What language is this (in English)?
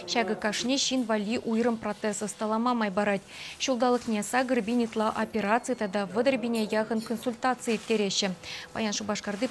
Chuvash